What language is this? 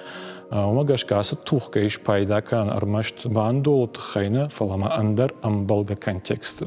Ossetic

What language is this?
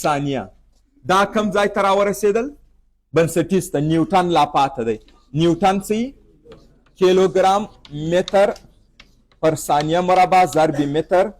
Pashto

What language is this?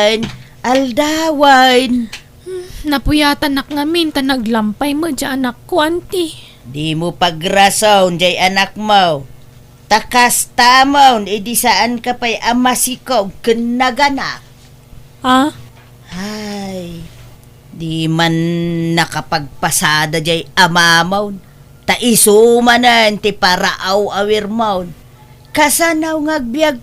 Iloko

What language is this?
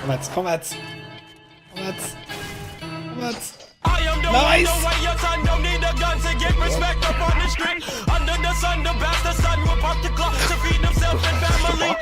Swiss German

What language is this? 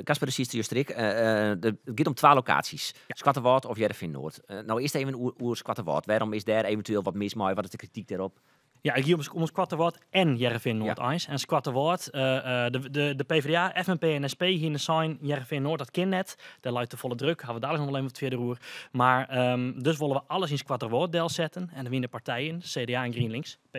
Western Frisian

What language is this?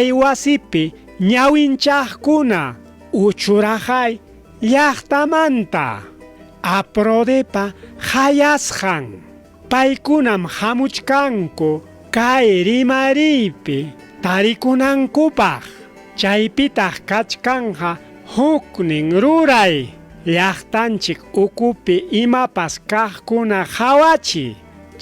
Ayacucho Quechua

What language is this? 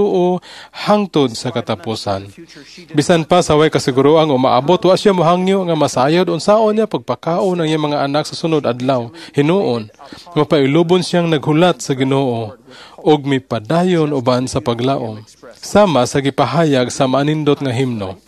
Cebuano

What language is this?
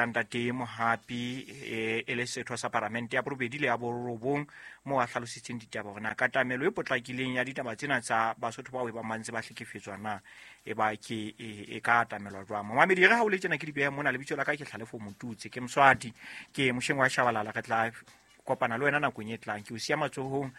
Southern Sotho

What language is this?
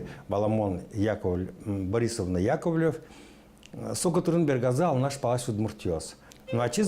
Udmurt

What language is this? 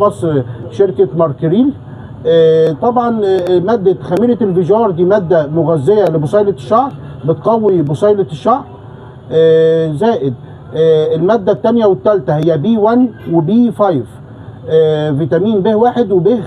Egyptian Arabic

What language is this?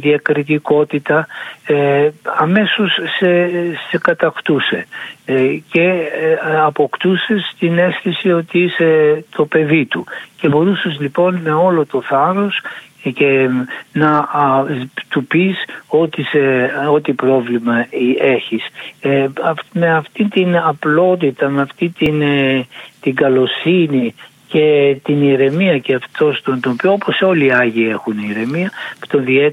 Greek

